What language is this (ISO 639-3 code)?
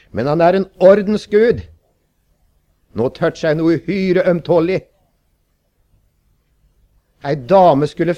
nor